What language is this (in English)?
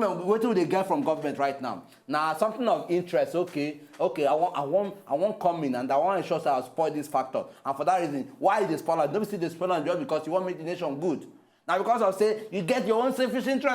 Nigerian Pidgin